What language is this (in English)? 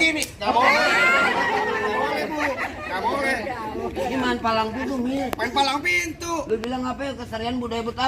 Betawi